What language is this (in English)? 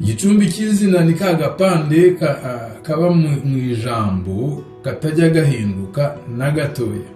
Kinyarwanda